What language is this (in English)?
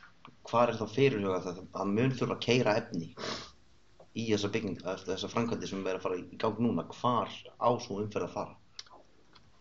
Icelandic